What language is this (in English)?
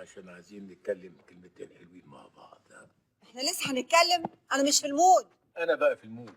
Egyptian Arabic